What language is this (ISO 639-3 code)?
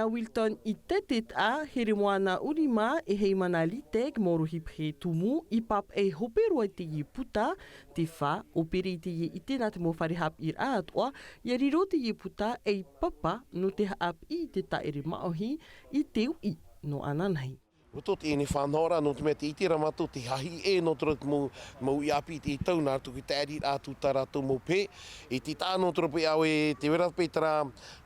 tah